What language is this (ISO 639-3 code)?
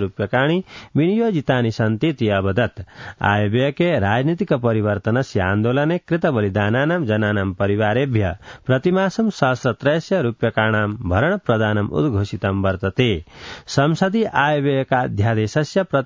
san